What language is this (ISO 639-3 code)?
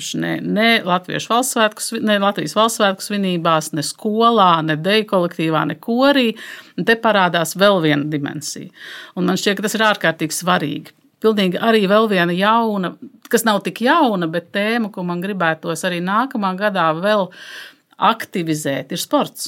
lav